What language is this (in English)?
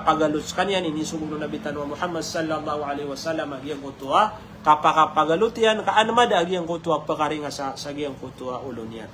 Maranao